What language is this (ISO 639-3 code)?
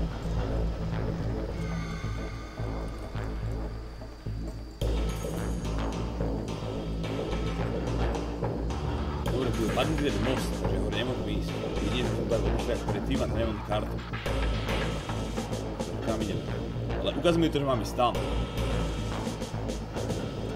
slk